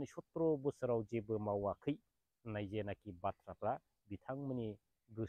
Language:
Bodo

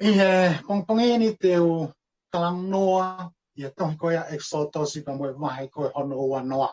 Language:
Tongan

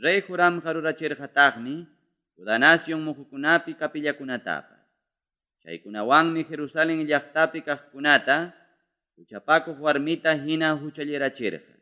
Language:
Ayacucho Quechua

